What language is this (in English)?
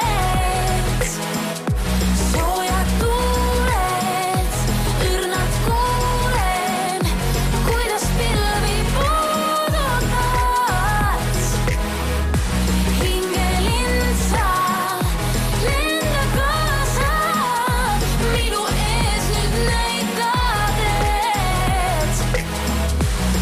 Estonian